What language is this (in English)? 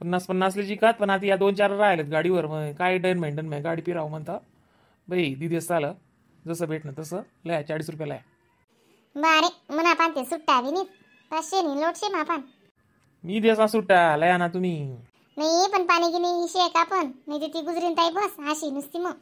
Khandesi